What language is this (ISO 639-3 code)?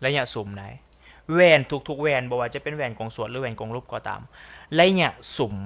lao